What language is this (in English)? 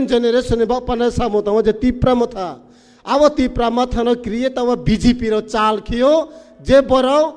Riang (India)